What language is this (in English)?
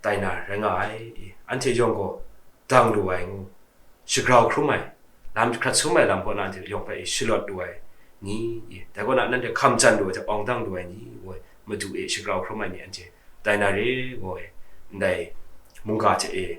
Kachin